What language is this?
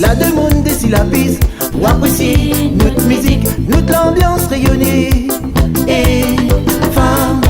Réunion Creole French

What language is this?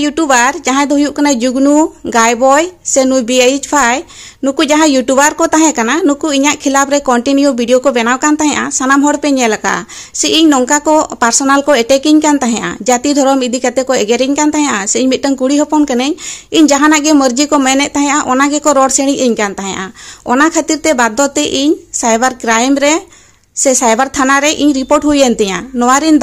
Santali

